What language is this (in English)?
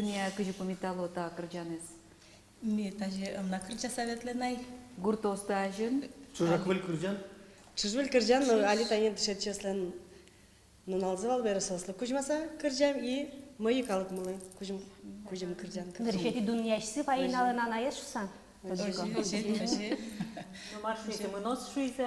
Udmurt